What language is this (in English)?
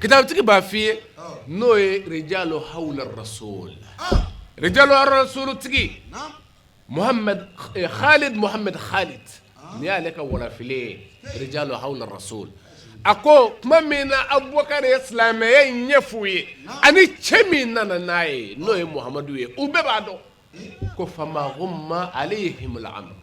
Bambara